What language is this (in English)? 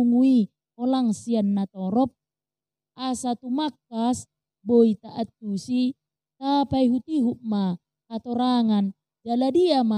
Batak Toba